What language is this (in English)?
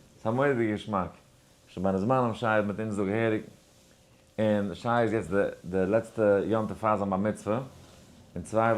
Yiddish